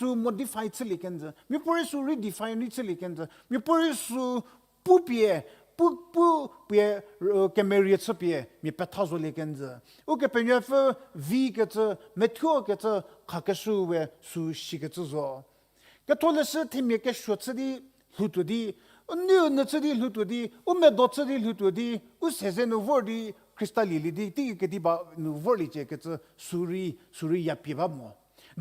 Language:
Angami Naga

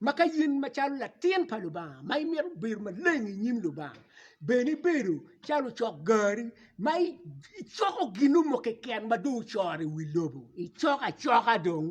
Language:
Acoli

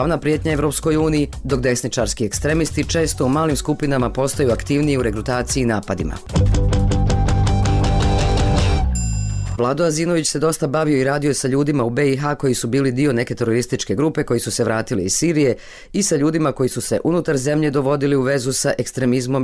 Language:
Bosnian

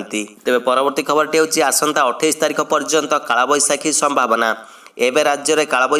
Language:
Odia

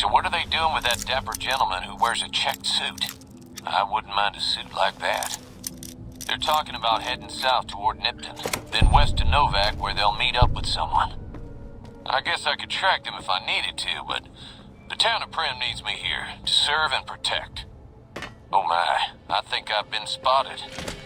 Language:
English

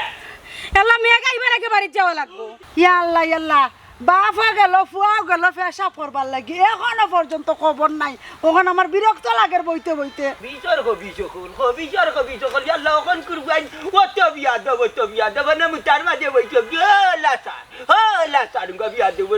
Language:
Sylheti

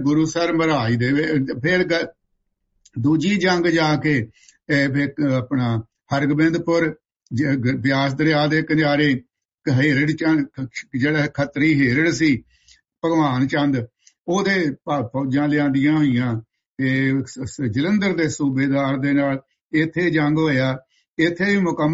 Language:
Punjabi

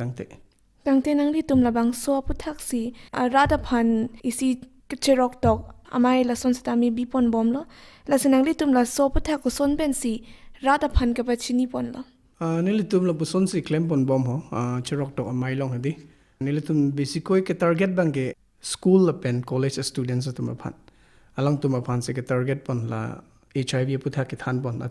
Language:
Karbi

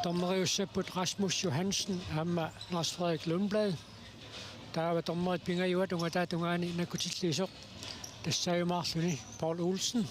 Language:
Kalaallisut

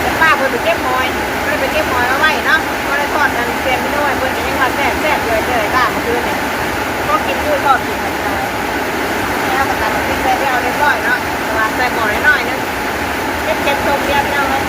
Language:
Northeastern Thai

